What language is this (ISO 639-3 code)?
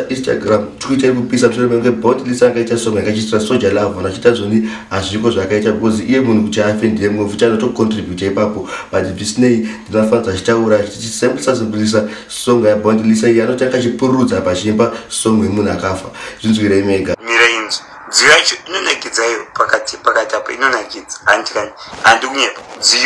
sna